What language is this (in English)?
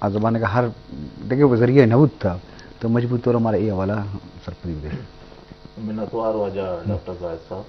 Eastern Balochi